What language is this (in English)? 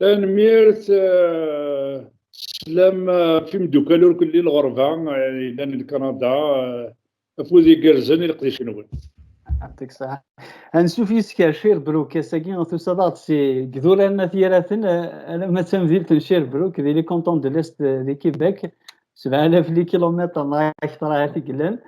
Kabyle